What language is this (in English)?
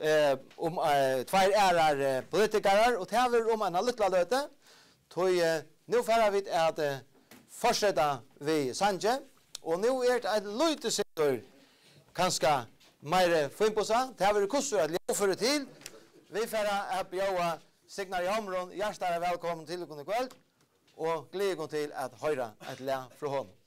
Faroese